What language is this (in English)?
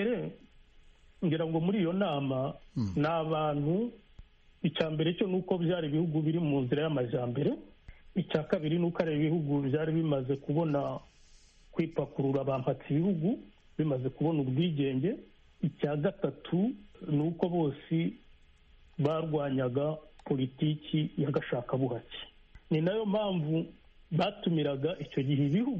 Kinyarwanda